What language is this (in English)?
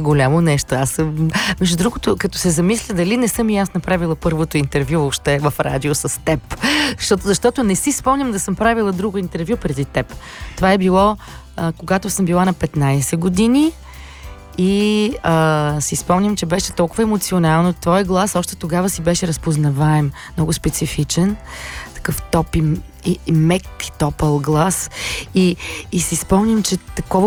Bulgarian